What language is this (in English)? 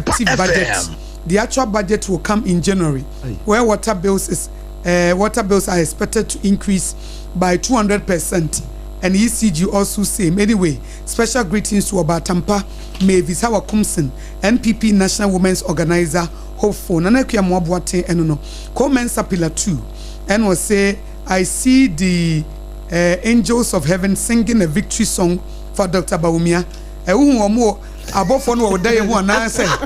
Akan